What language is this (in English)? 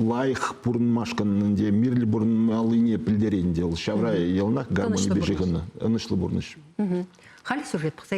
Chuvash